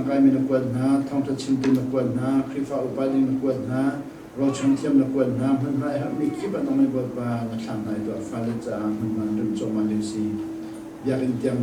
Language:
Hakha Chin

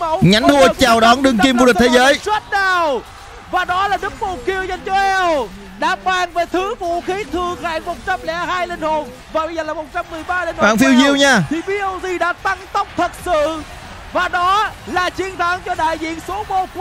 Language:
Vietnamese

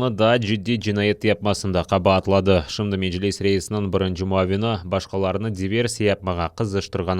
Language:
Crimean Tatar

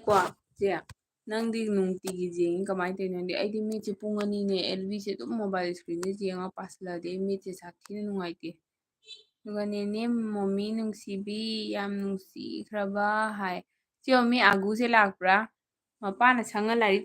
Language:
Manipuri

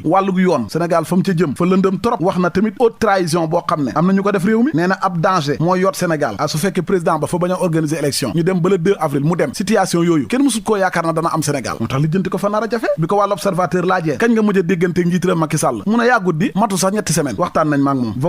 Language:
Wolof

